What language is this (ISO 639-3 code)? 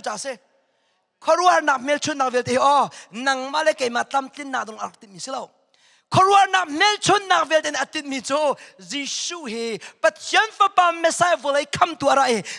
cnh